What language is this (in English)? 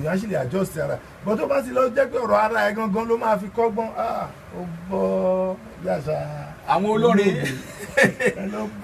Yoruba